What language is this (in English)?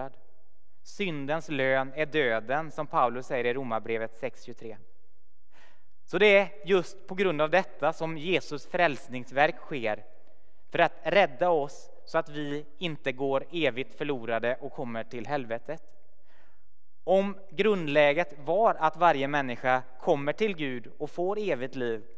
Swedish